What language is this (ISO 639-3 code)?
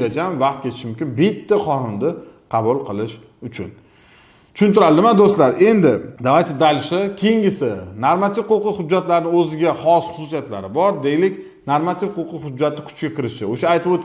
uzb